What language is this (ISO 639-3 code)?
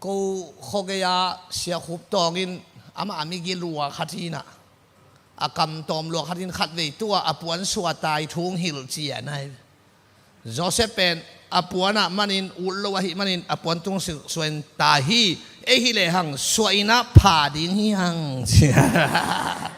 ctd